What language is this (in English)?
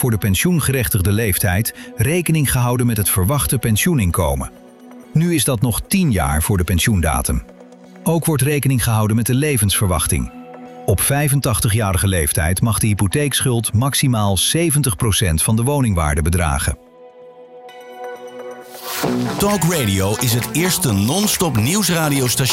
Dutch